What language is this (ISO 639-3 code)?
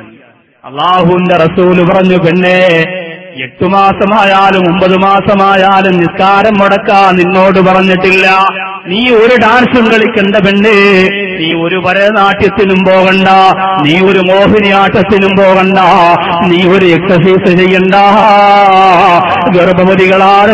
mal